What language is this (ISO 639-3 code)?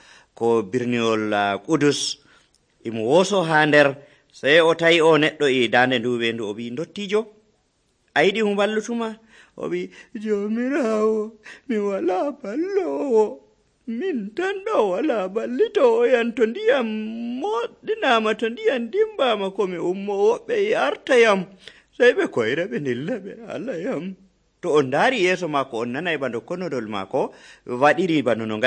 fuv